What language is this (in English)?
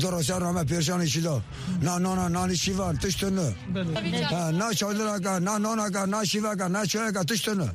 Kurdish